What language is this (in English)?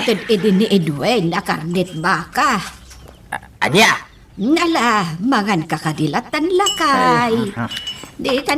Iloko